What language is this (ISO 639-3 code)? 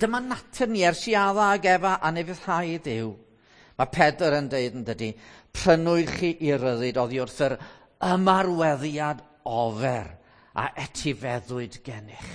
cym